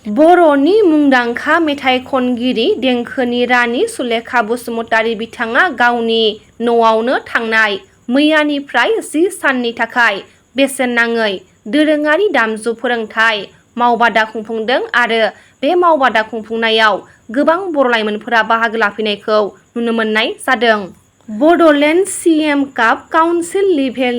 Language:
Bodo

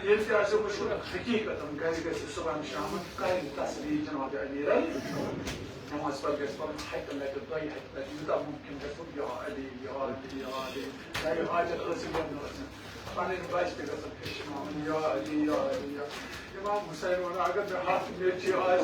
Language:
Kashmiri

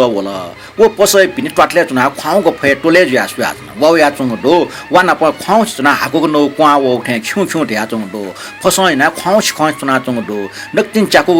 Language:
Newari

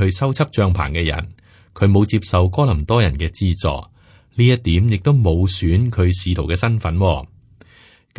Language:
Cantonese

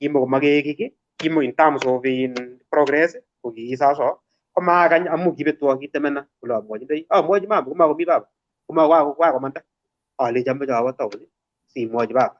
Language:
Kalenjin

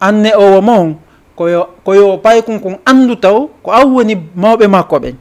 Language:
Fula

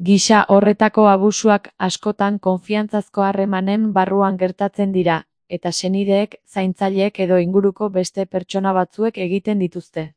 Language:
Basque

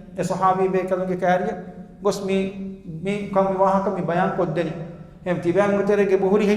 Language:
Divehi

